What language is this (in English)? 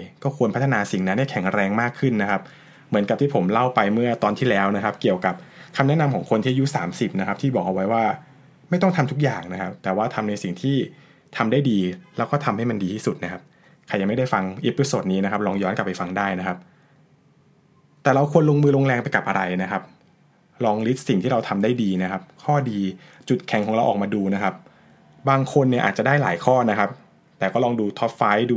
Thai